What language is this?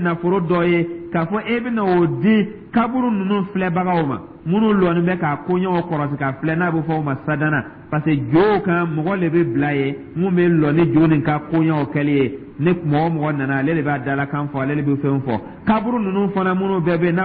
Dyula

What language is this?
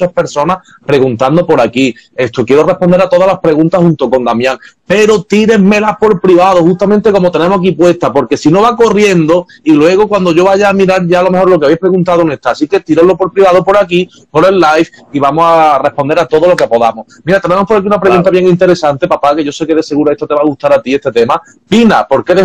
Spanish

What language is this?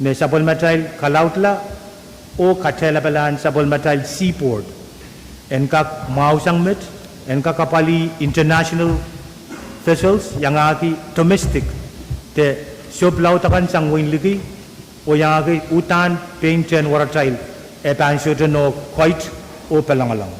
Pohnpeian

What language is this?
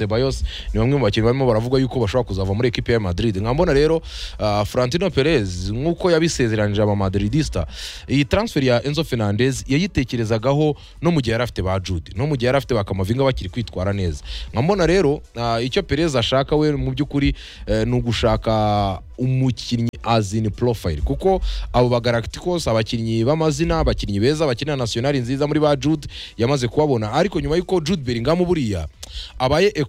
Kinyarwanda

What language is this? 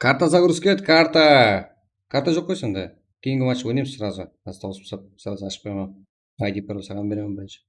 Kara-Kalpak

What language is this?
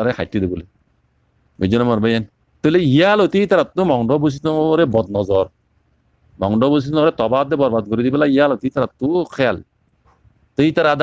Rohingya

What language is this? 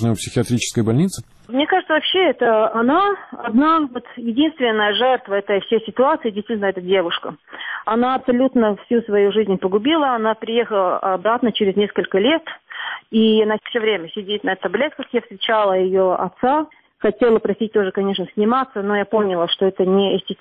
Russian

